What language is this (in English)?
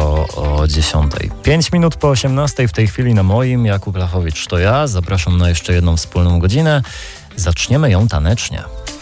Polish